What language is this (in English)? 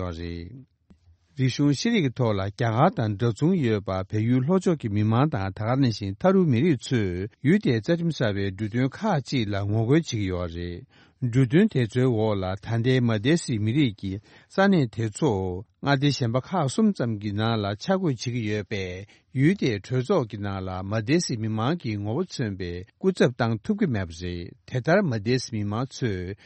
Tibetan